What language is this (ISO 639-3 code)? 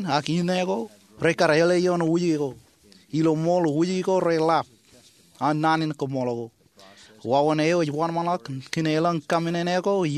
mah